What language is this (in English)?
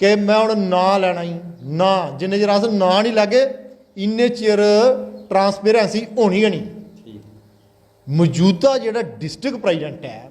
Dogri